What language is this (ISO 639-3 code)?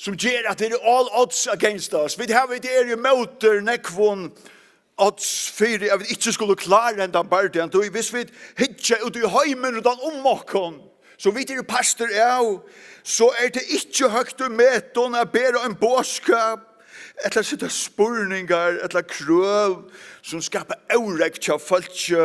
fao